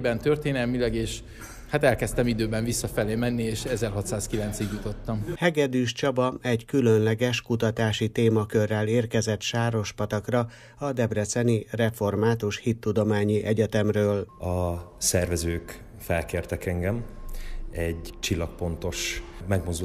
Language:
Hungarian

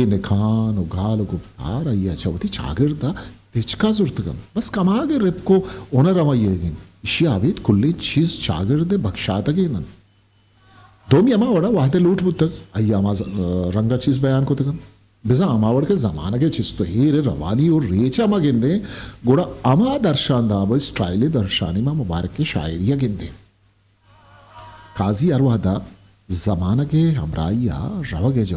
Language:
Eastern Balochi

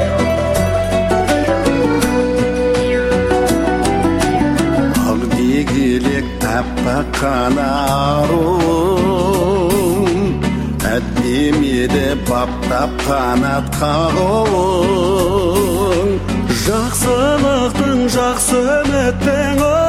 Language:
Kazakh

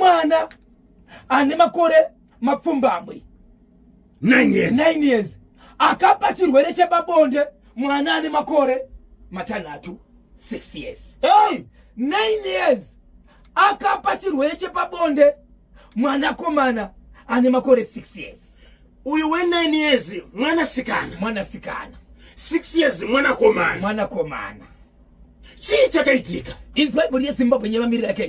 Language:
Shona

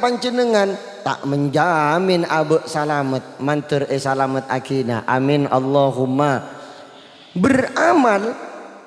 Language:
Madurese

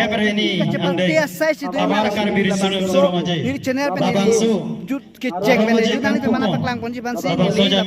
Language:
Karbi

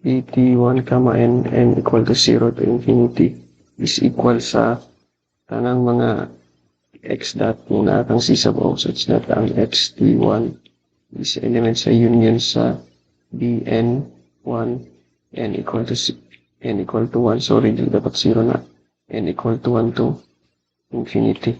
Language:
Cebuano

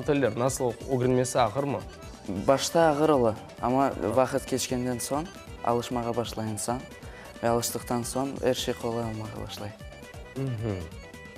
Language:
Crimean Tatar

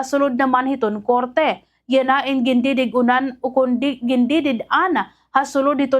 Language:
Waray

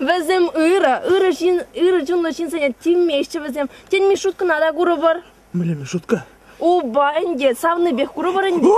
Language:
Chuvash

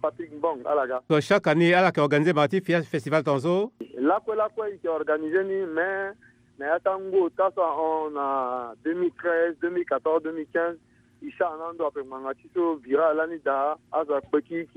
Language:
Sango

